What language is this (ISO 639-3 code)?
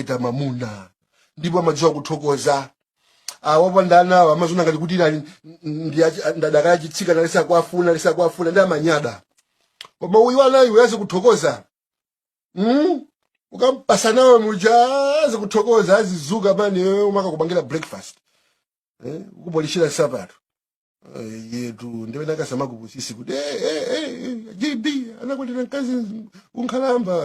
nya